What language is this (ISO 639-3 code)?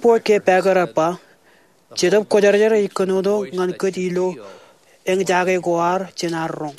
mah